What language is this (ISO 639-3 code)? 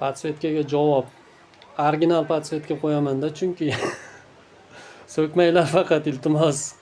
uzb